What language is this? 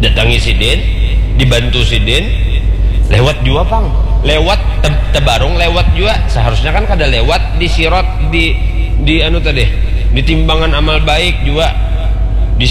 Banjar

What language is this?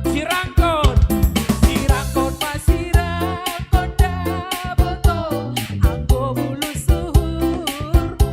Batak Simalungun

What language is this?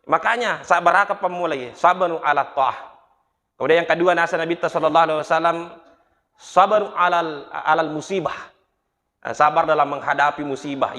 Buginese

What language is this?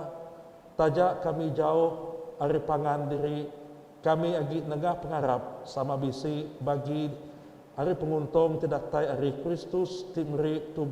Iban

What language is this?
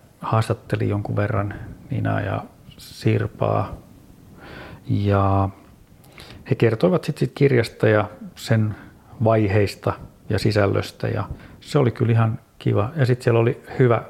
Finnish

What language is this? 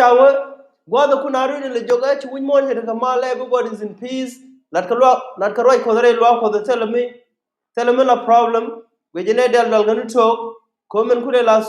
Nuer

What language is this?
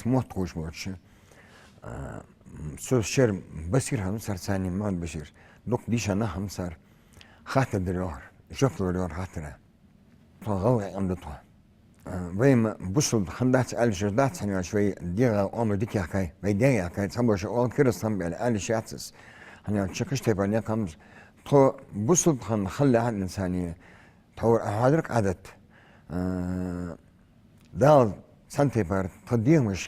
Ingush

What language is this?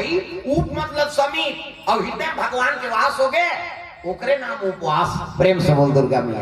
Chhattisgarhi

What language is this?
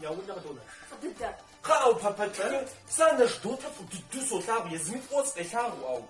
Kabardian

